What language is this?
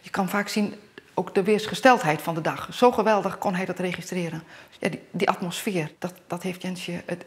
Western Frisian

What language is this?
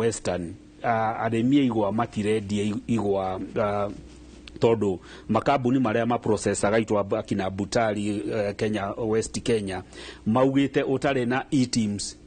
Kikuyu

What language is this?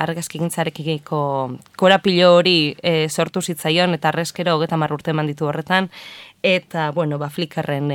Basque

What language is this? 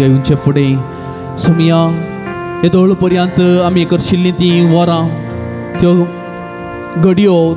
Konkani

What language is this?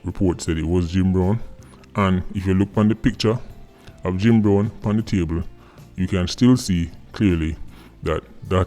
Jamaican Creole English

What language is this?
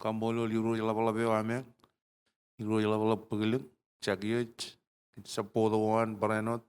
Marshallese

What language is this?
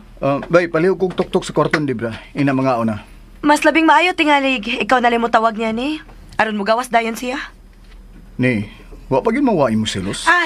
Cebuano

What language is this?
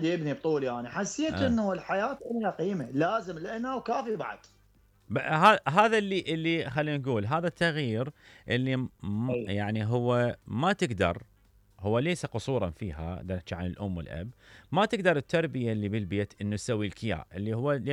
Mesopotamian Arabic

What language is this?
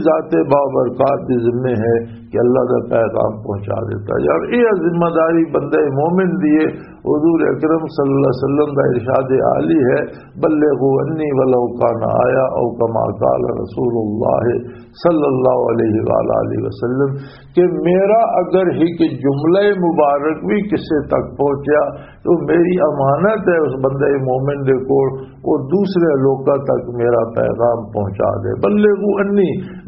Western Panjabi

